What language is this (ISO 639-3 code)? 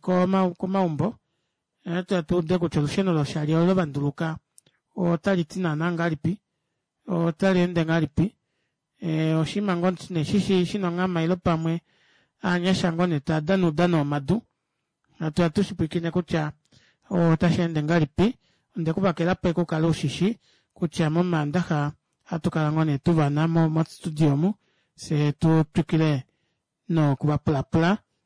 kua